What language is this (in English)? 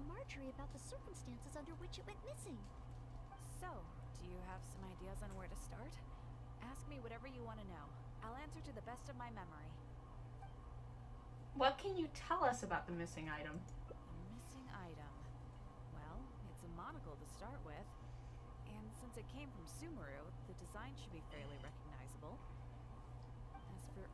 English